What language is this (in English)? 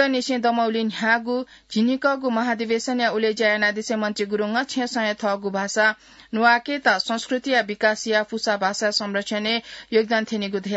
Newari